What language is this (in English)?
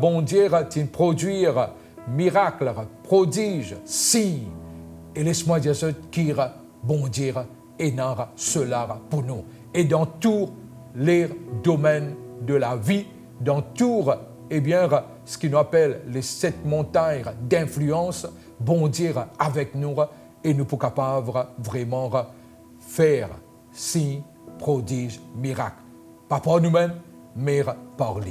Morisyen